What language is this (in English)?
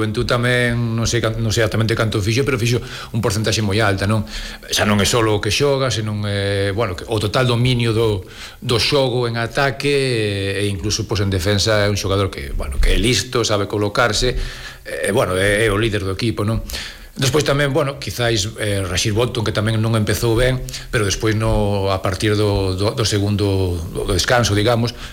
Galician